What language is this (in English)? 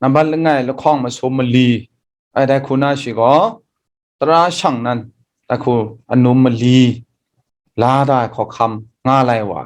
Kachin